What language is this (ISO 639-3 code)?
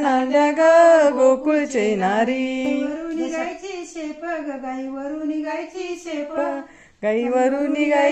mar